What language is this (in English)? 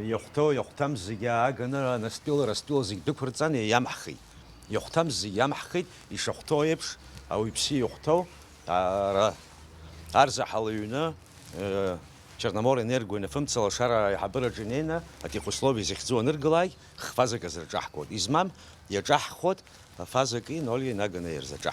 Abkhazian